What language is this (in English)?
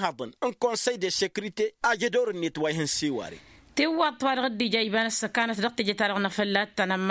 Tamasheq